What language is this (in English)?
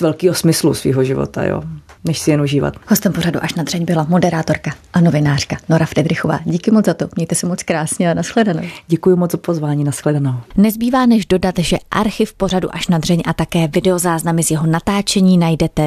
Czech